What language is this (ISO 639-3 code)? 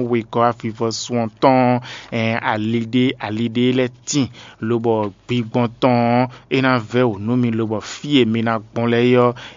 fon